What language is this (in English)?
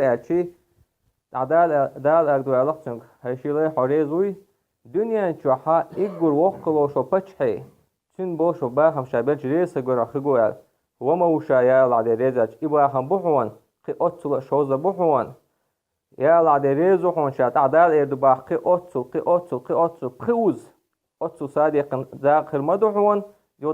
Chechen